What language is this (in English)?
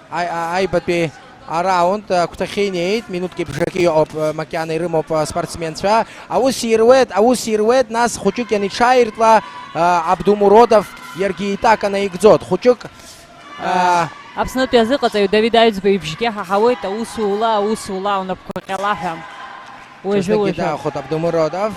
Abkhazian